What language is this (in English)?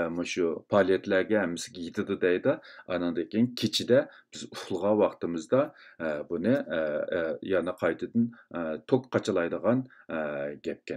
Uyghur